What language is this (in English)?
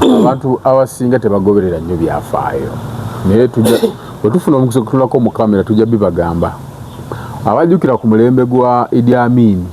Ganda